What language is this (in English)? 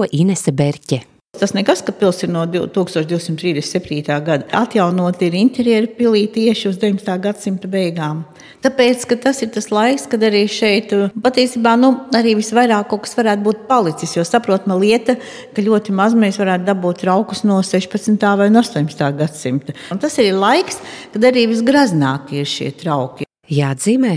Latvian